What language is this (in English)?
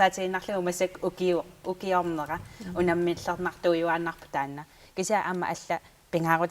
Kalaallisut